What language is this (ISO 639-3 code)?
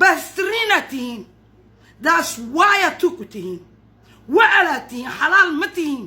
som